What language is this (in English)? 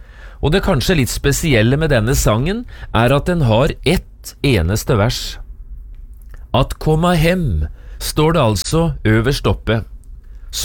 Norwegian